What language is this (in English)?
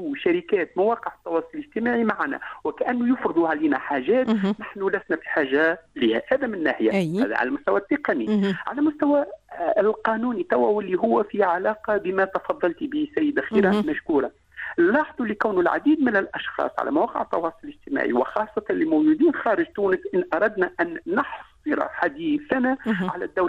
Tunisian Arabic